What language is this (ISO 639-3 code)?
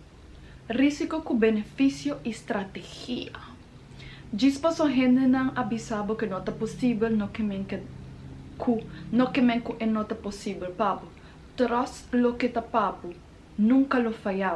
pap